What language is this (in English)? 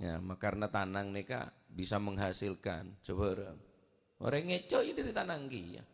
Madurese